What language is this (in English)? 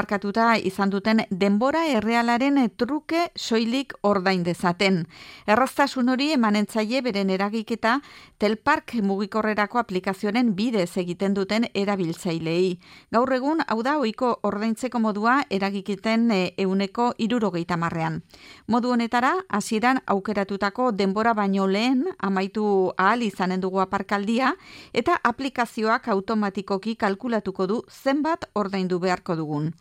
Basque